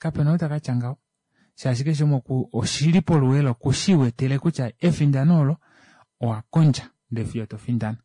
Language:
Kuanyama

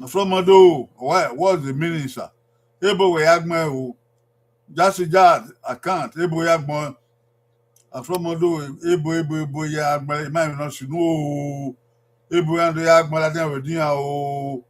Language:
Bini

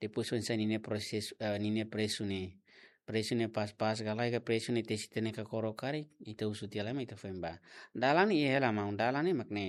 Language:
Tetum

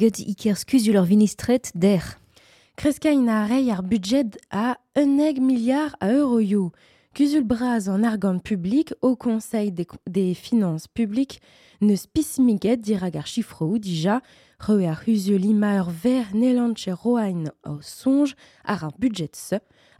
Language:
Breton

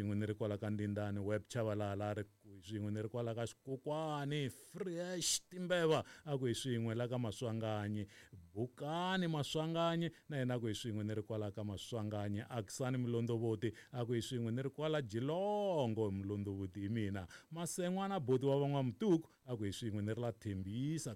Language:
Tsonga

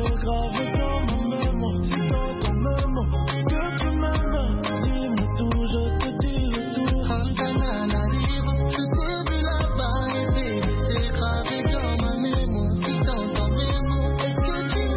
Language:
French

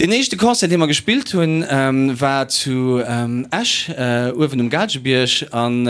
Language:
Luxembourgish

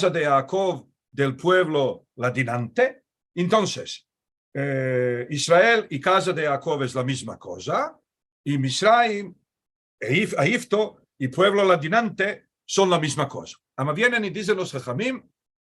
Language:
Ladino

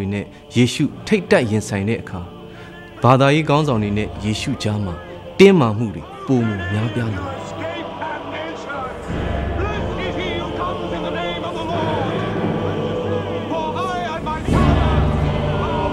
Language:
Burmese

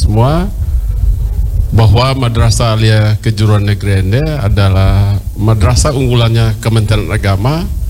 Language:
Indonesian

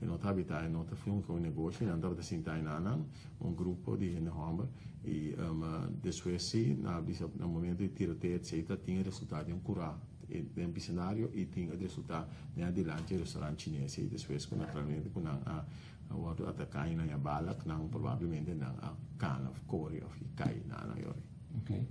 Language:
Papiamento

